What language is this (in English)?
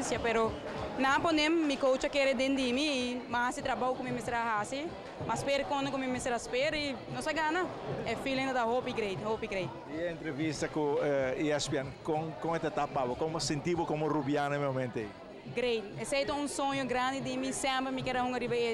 Papiamento